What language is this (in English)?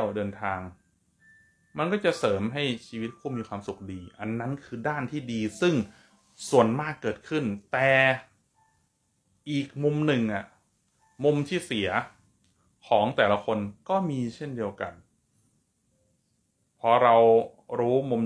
Thai